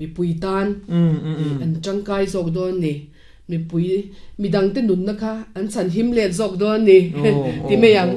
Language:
Mizo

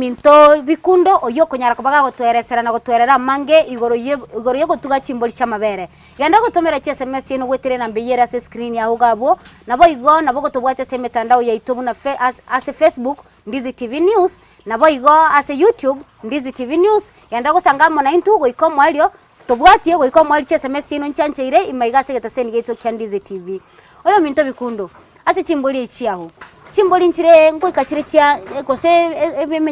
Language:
Gusii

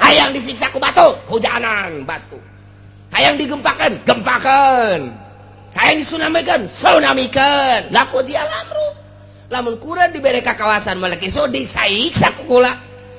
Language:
Sundanese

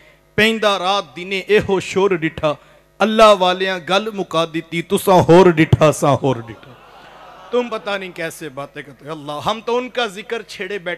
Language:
Urdu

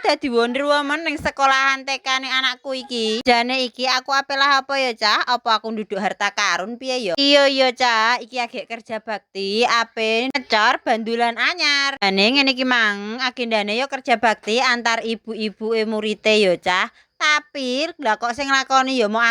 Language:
Javanese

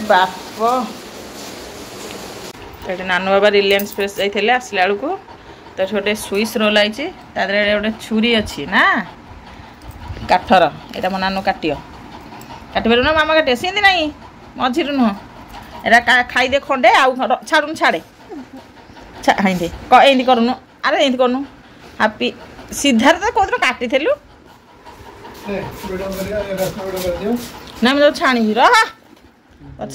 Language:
Odia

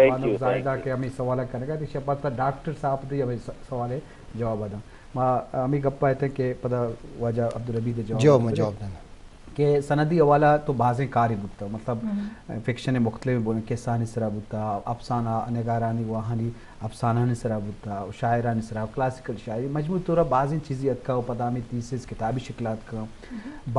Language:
Eastern Balochi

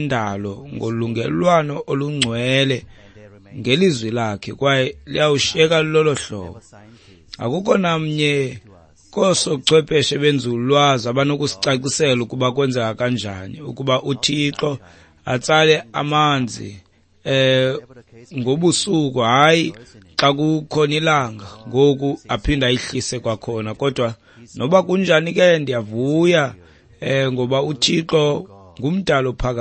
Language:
Xhosa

